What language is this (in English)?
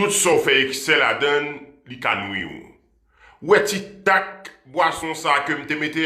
Haitian Creole